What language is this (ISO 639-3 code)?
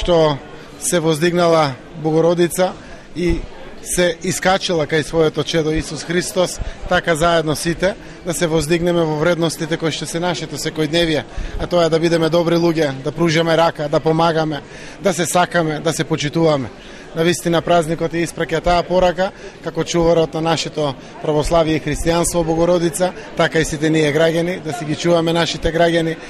mkd